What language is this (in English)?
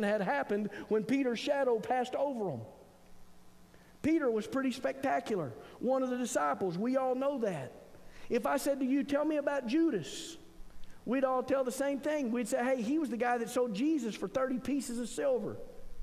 English